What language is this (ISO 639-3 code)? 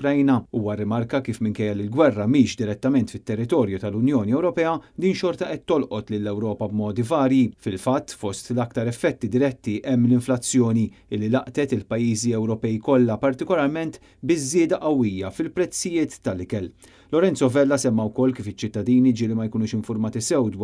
mlt